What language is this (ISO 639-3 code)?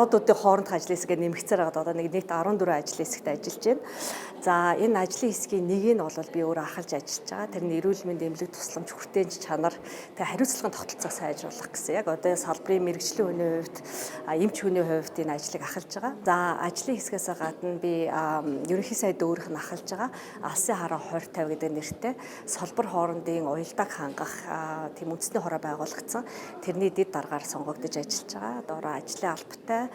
mon